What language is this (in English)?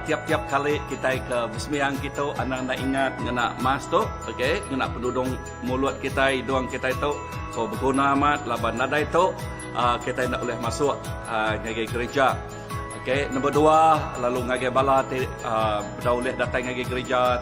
Iban